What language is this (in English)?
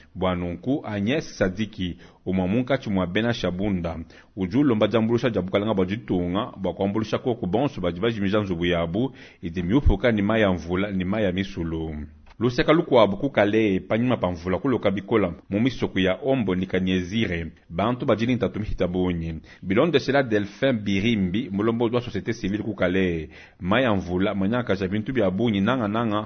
Luba-Lulua